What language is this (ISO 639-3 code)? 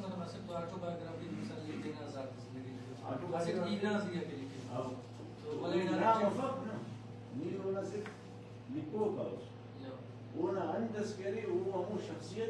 brh